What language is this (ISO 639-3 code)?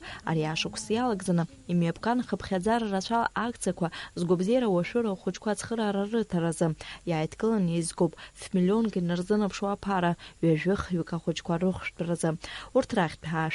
abk